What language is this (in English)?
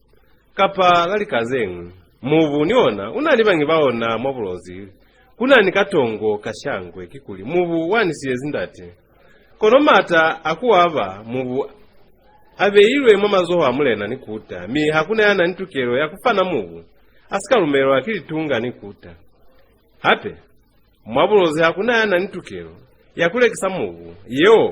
Lozi